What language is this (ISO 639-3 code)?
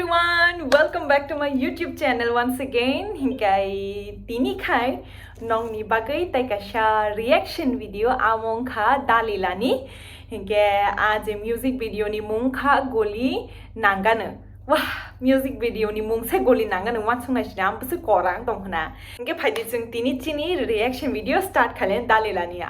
trp